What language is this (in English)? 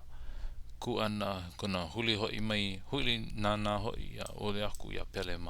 Hawaiian